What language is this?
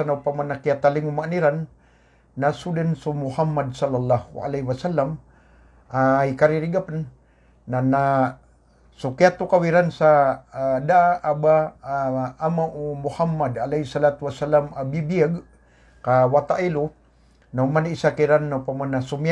Maranao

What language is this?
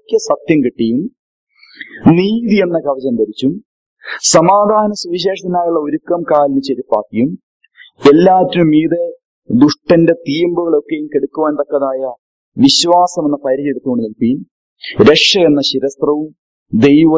Malayalam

